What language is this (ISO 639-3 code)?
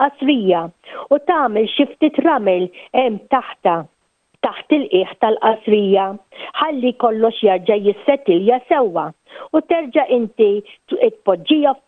mlt